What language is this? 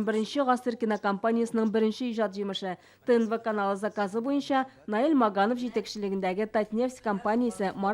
Tatar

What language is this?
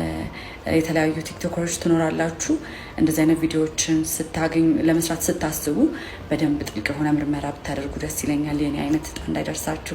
Amharic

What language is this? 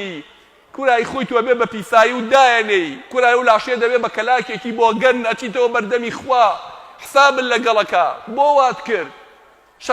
Central Kurdish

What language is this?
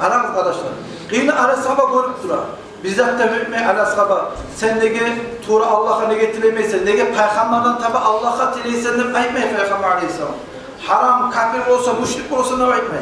Kumyk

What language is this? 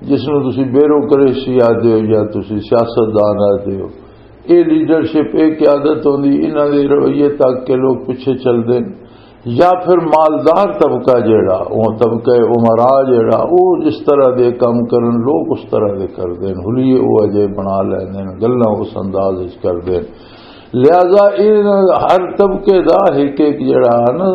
Western Panjabi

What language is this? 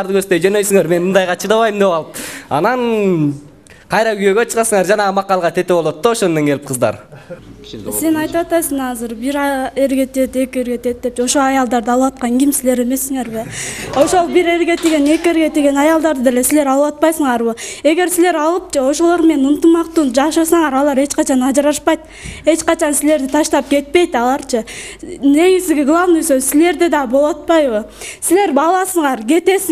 Kyrgyz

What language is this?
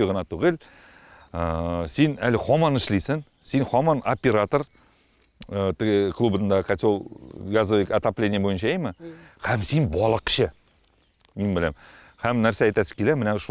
Tatar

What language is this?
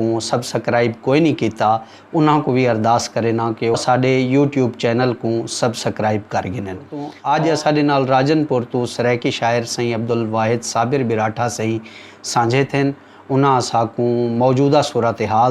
Saraiki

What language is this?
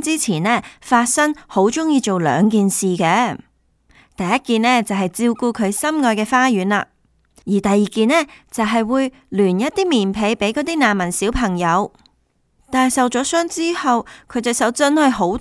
Cantonese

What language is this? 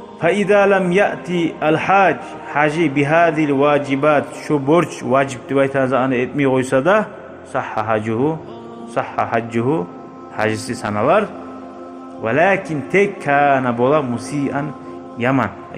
Kumyk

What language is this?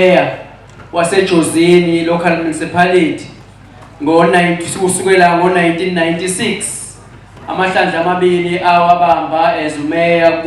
Zulu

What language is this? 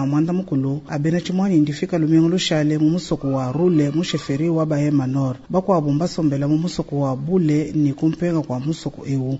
Luba-Lulua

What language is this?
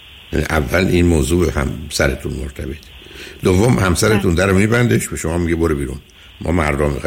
Persian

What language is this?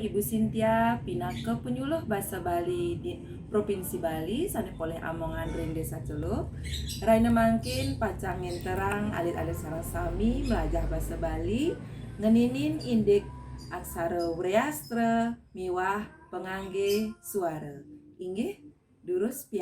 Balinese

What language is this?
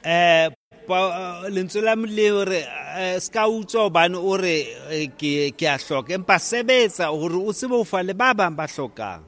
Southern Sotho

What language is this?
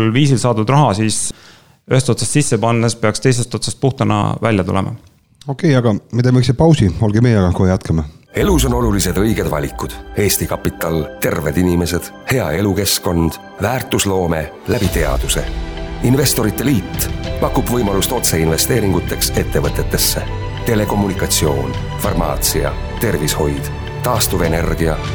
Estonian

